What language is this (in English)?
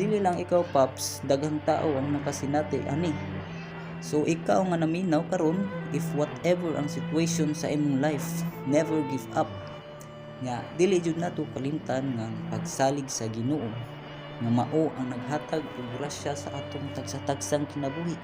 Cebuano